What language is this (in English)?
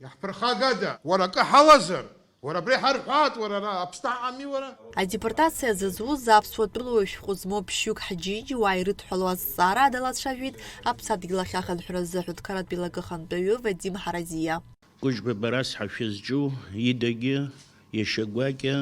Abkhazian